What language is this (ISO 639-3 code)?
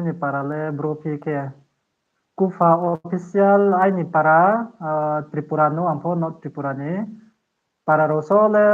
ria